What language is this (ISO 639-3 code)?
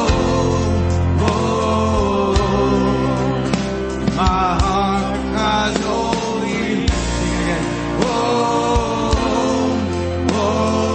eng